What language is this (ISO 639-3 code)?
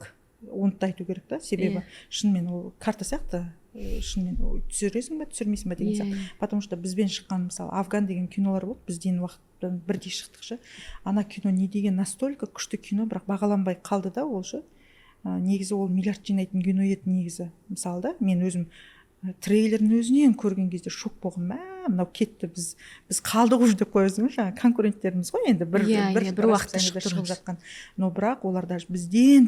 kaz